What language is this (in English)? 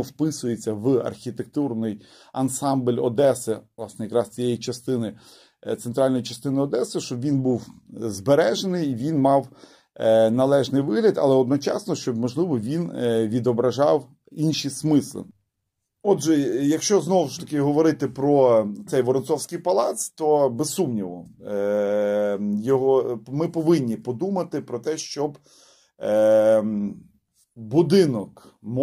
Ukrainian